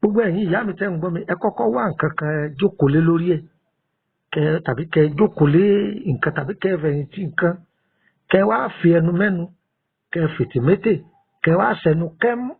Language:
Yoruba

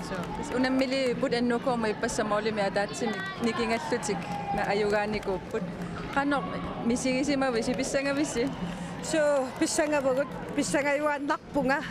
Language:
Kalaallisut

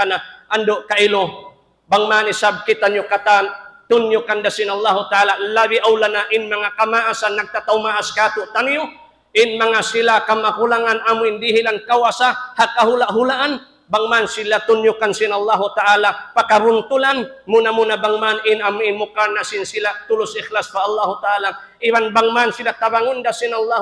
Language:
Tausug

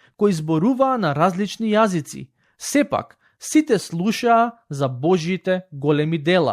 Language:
Macedonian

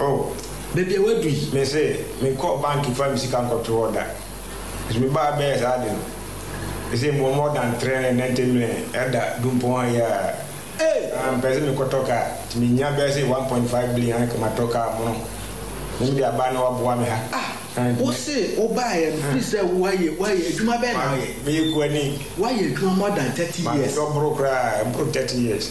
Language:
Akan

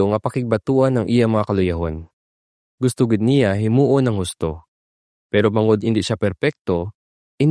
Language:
Hiligaynon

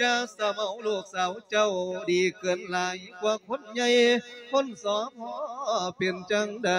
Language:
Lao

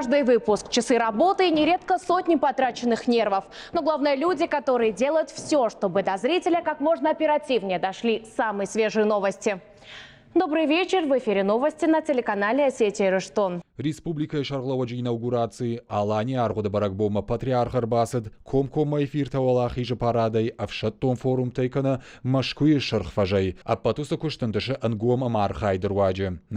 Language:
Ossetic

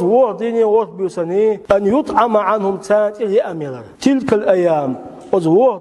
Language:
Chechen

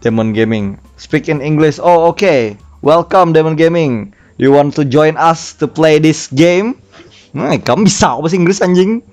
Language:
Banjar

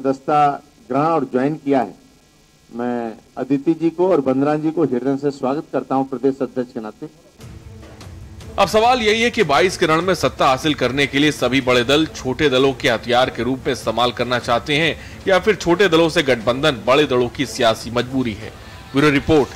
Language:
Hindi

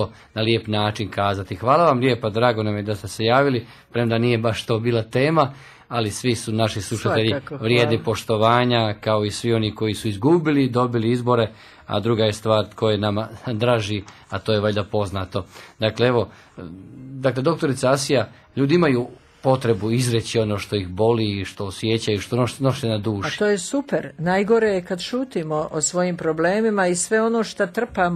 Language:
Croatian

